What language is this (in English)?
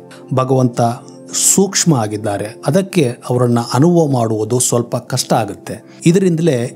Kannada